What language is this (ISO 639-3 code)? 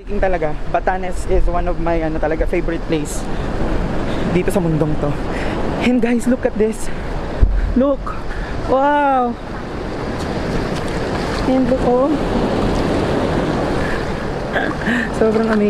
fil